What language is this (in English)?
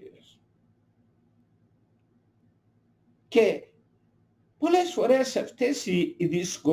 Greek